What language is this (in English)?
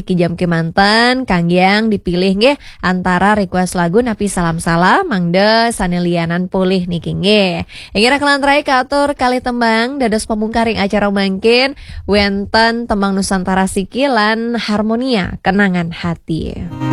Balinese